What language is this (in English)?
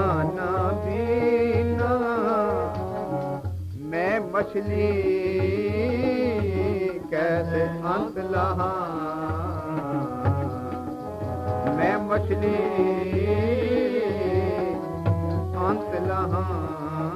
Punjabi